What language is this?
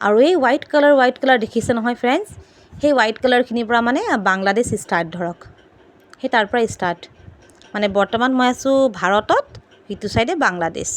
Assamese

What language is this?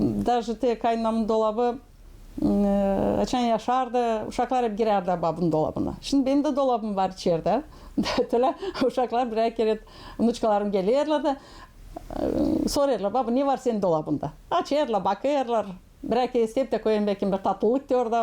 Gagauz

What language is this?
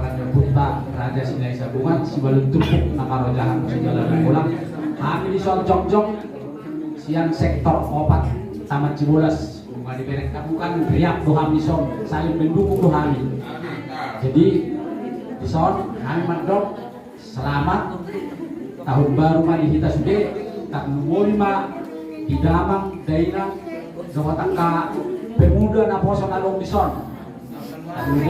Batak Toba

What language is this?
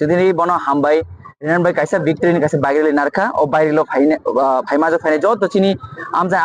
Kok Borok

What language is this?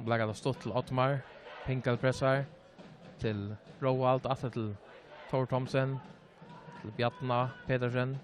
Faroese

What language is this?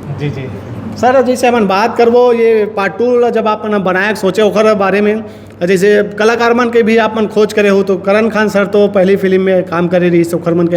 Chhattisgarhi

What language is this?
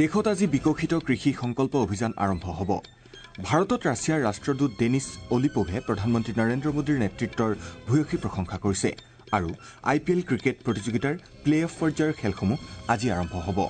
Assamese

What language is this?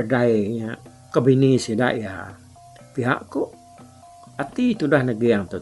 Iban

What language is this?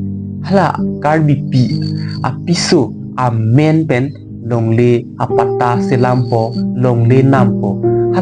Karbi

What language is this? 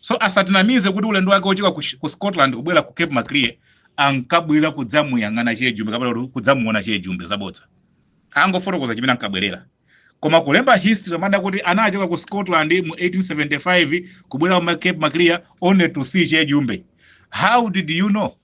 Nyanja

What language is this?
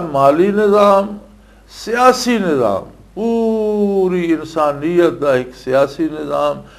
Western Panjabi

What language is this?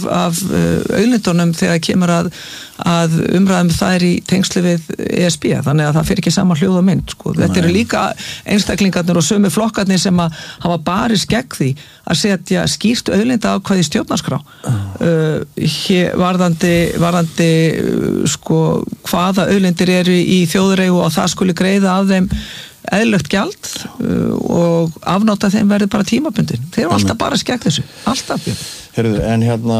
Icelandic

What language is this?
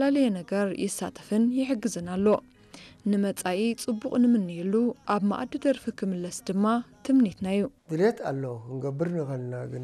Tigrinya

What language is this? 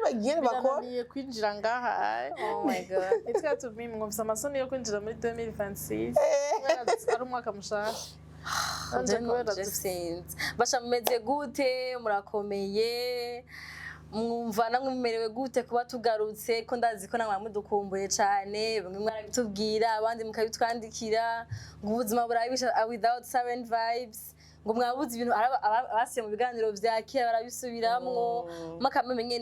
Rundi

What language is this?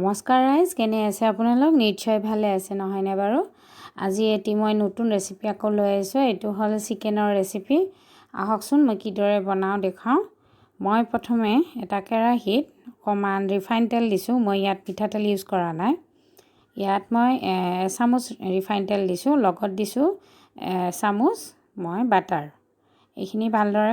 Assamese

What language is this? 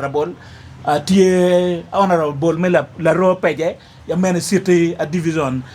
Acoli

